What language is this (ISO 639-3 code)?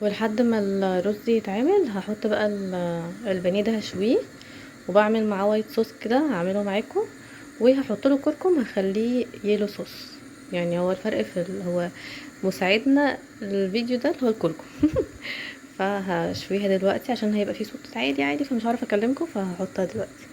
arz